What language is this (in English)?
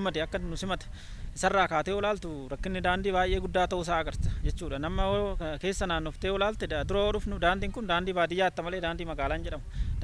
Oromo